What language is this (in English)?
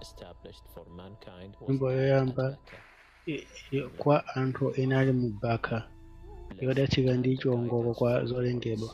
Nyanja